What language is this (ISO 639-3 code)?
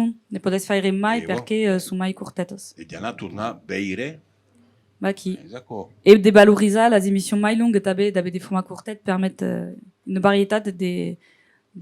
oci